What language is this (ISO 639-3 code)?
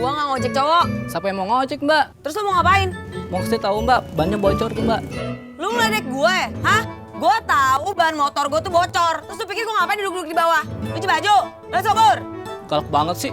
bew